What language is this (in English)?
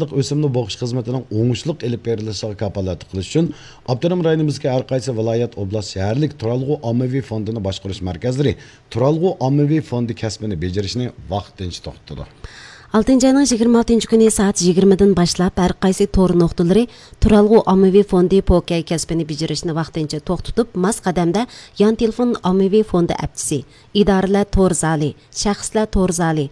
Uyghur